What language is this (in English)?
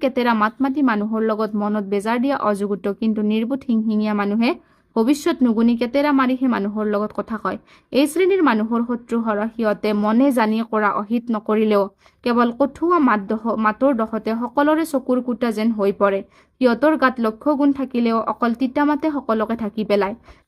Assamese